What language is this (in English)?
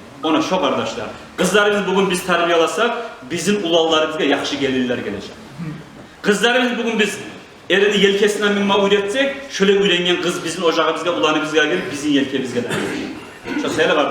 Kumyk